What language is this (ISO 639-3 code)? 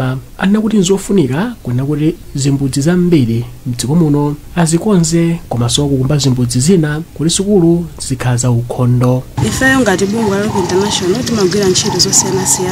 nya